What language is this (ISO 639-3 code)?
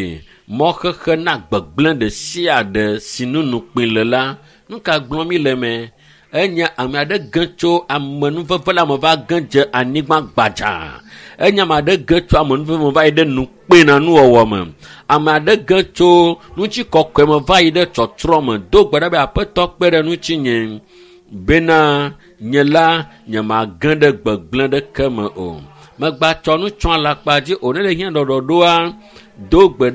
ewe